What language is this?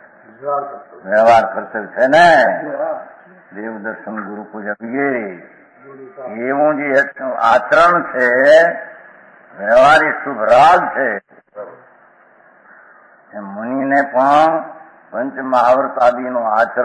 Gujarati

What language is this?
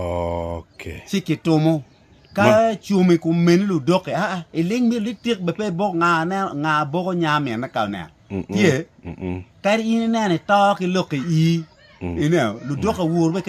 Acoli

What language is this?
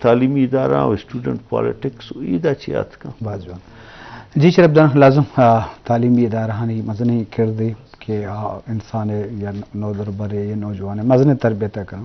Eastern Balochi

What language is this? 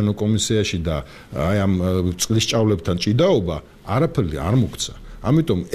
Georgian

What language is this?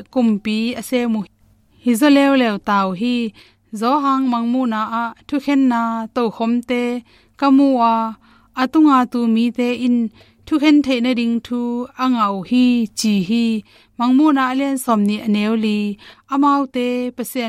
Tedim Chin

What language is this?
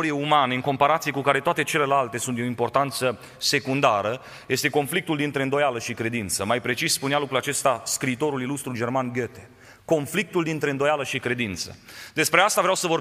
Romanian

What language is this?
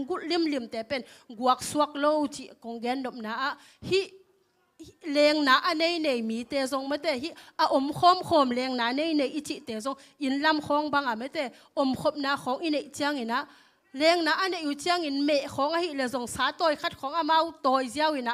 Tedim Chin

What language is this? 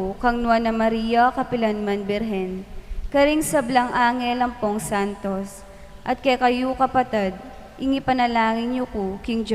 Pampanga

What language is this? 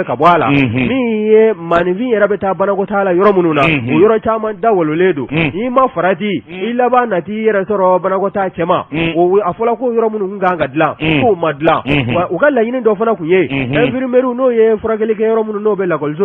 Bambara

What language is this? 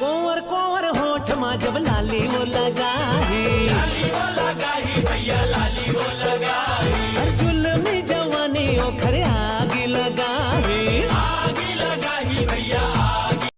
Chhattisgarhi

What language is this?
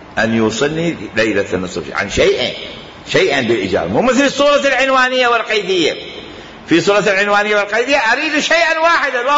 Mesopotamian Arabic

